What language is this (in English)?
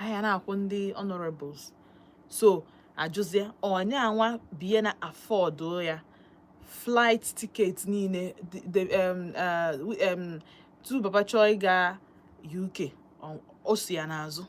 Igbo